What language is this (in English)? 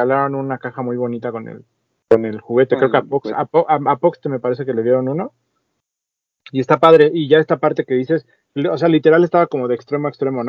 Spanish